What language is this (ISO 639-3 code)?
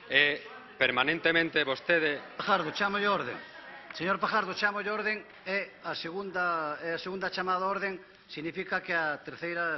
glg